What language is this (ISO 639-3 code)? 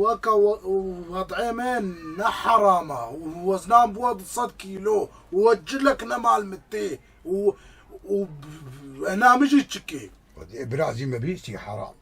kur